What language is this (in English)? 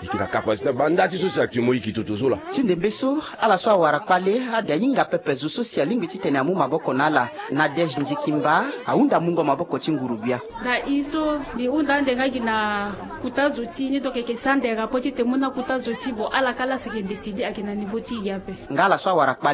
Sango